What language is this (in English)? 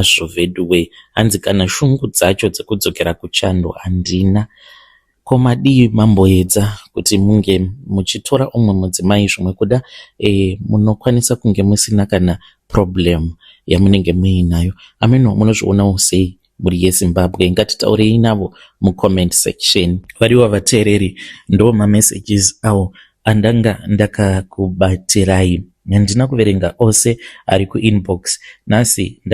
Shona